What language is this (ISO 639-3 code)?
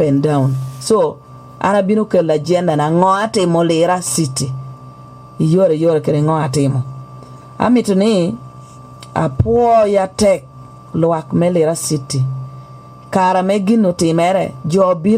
laj